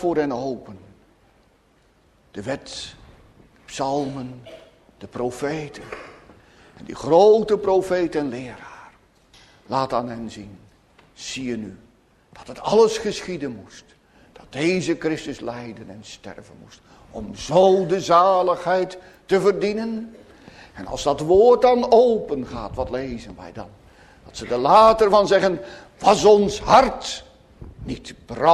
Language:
Dutch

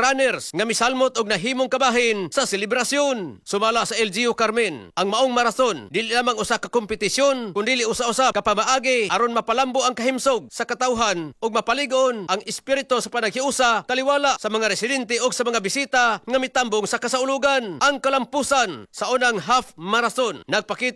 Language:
Cebuano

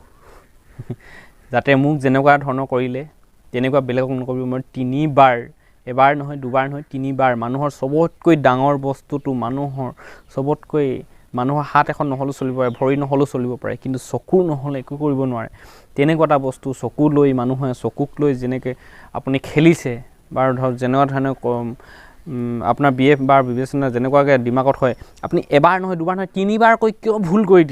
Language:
Assamese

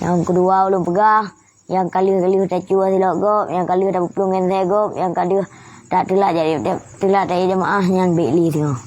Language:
Achinese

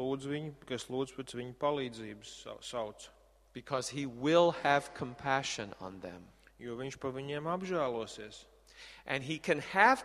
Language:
Latvian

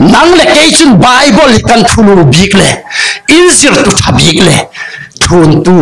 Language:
Falam Chin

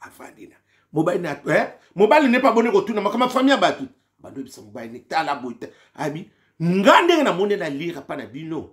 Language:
Lingala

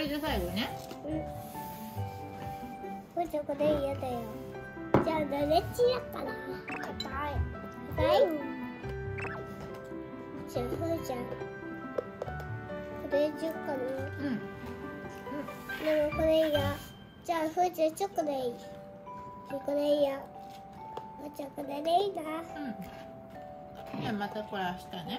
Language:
Japanese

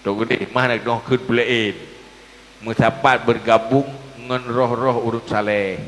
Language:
Achinese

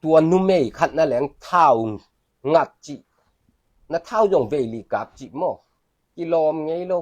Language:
Tedim Chin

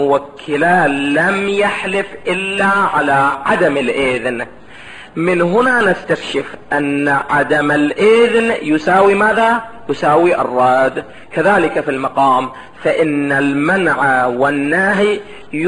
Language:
Arabic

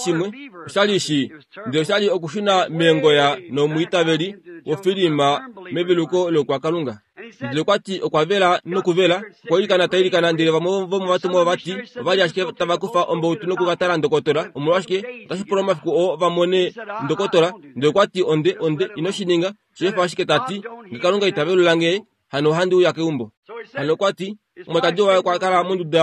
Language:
Kuanyama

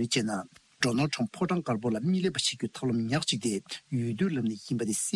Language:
Tibetan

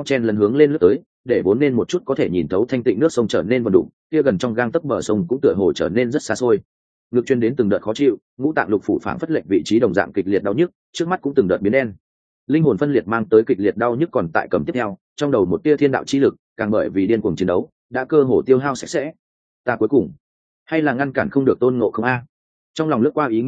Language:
Vietnamese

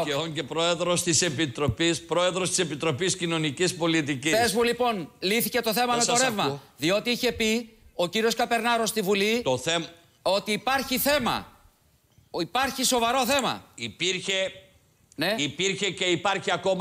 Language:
Greek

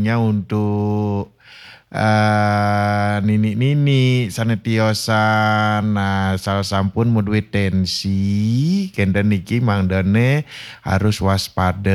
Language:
Balinese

